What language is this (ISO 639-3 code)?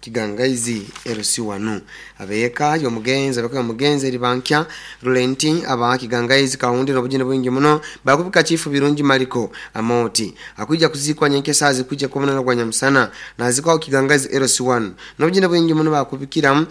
nyn